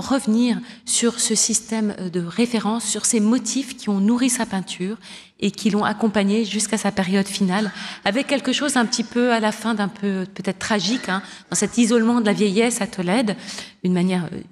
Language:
French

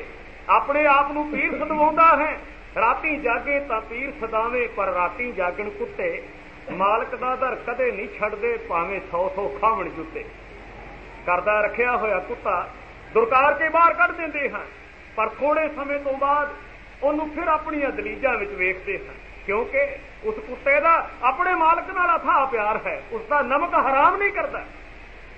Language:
Punjabi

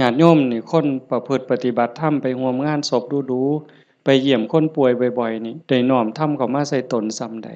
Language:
Lao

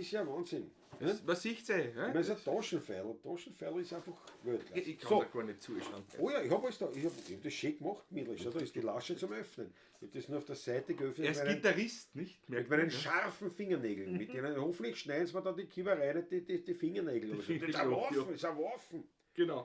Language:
Bavarian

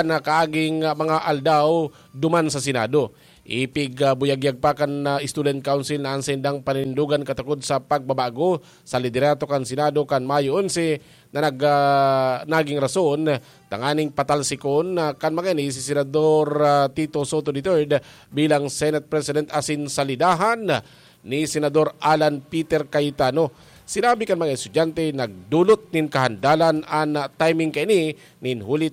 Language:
Bikol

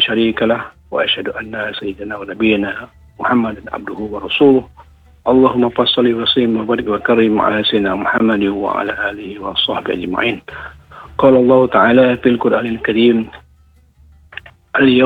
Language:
Indonesian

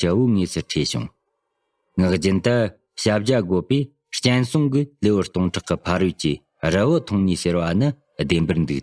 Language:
Tibetan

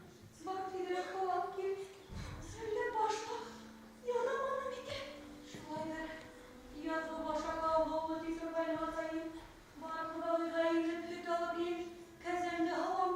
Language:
Bashkir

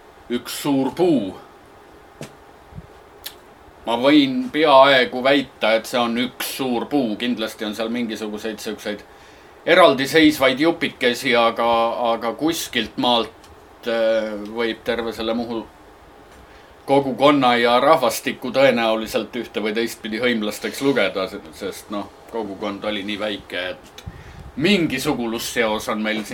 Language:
Estonian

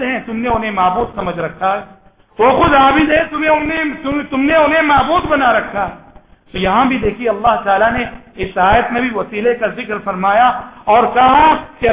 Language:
Urdu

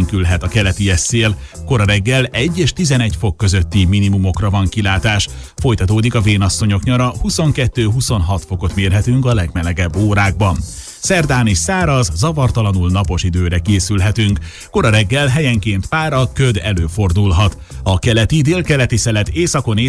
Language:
Hungarian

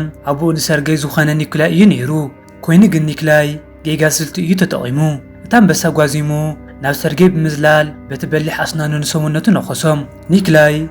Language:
Tigrinya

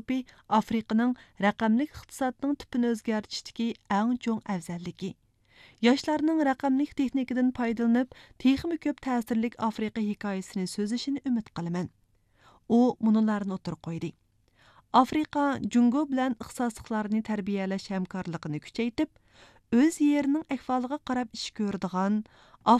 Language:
Uyghur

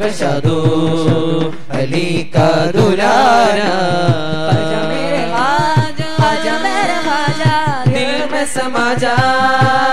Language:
Malayalam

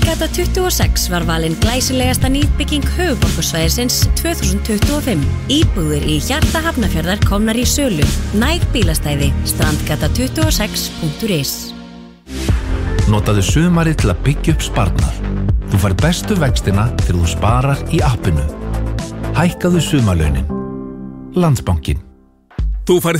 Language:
Icelandic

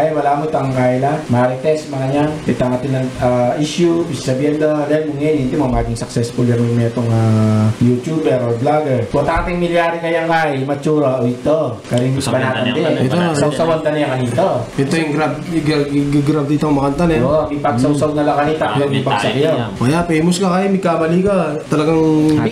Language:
Pampanga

